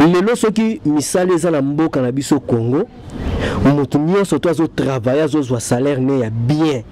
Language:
Lingala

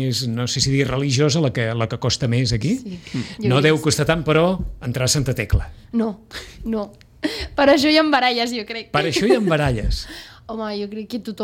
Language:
Catalan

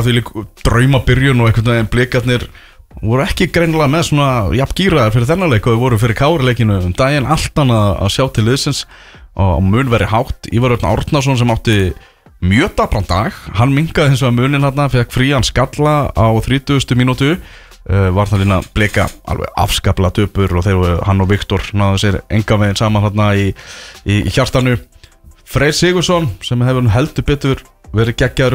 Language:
Icelandic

